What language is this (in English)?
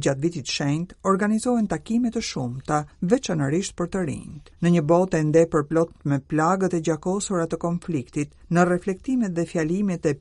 Albanian